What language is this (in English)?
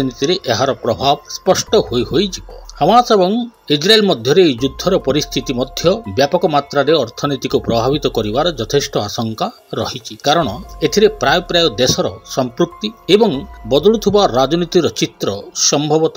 Odia